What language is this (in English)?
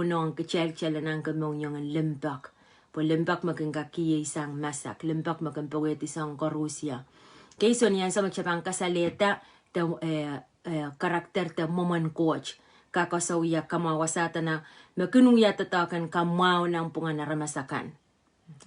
Pohnpeian